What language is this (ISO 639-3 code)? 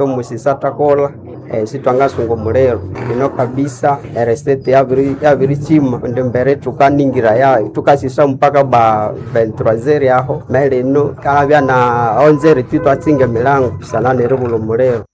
nnb